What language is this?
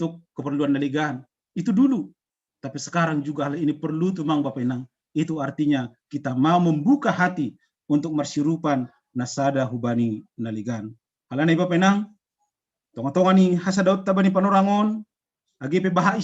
Batak Simalungun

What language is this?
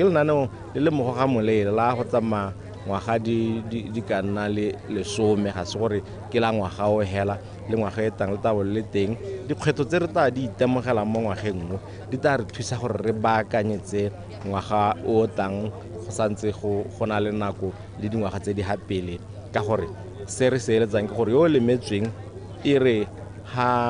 Tswana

